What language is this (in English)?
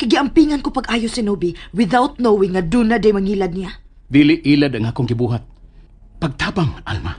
Cebuano